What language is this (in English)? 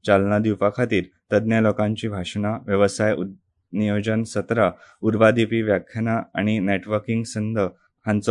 Konkani